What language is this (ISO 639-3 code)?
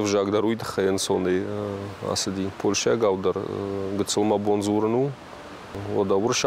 oss